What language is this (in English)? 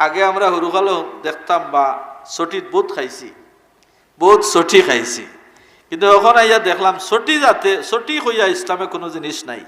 Sylheti